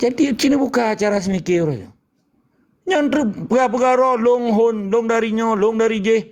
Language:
Achinese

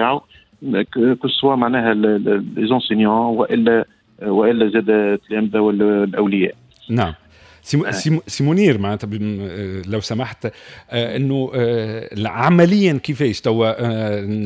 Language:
Tunisian Arabic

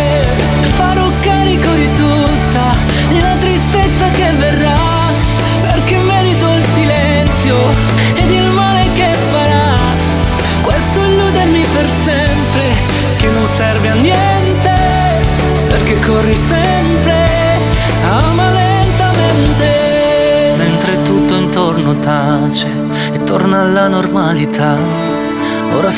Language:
Italian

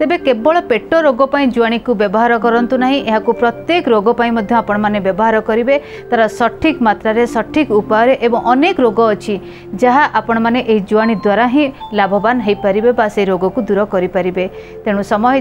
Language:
Odia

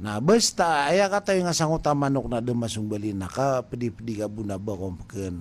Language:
Maranao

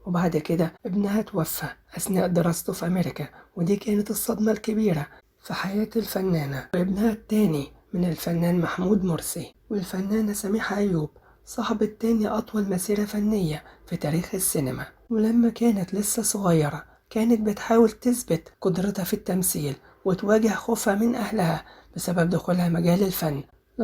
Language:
Egyptian Arabic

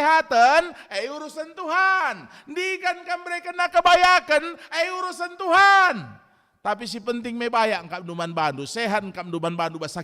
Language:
Batak Karo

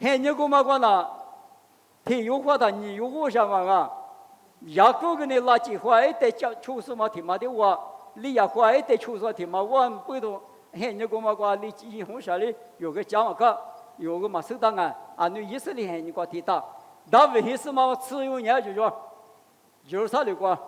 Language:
Lisu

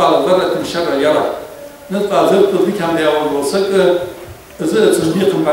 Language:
Ingush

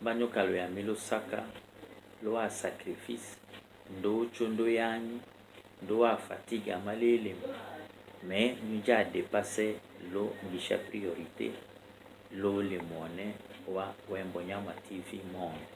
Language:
Tetela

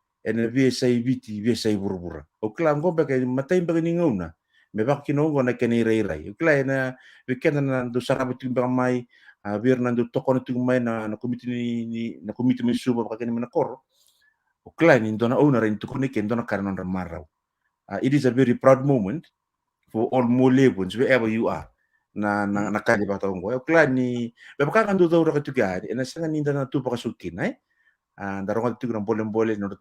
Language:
Fijian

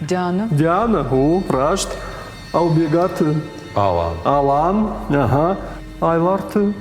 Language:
Ossetic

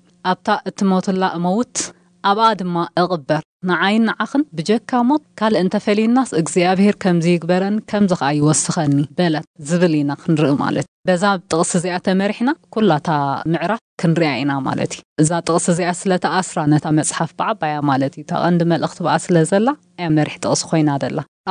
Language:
Tigrinya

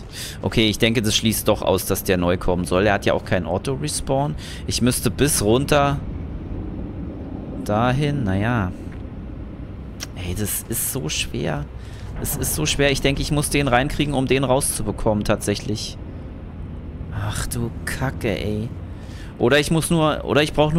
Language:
German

